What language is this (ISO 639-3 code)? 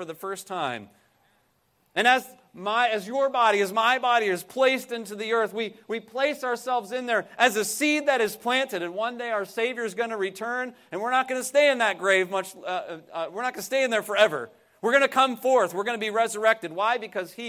eng